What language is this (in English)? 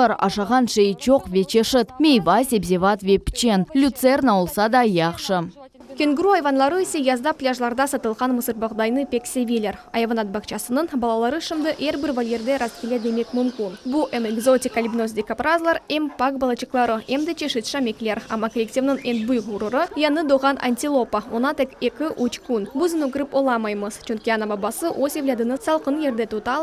Crimean Tatar